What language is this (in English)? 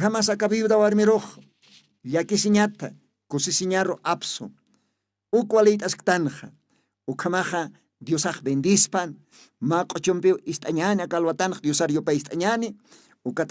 Aymara